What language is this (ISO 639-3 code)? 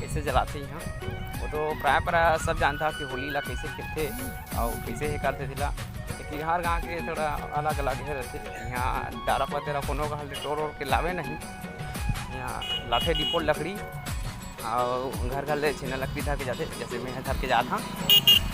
hne